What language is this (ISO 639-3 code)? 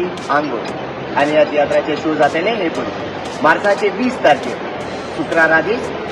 kok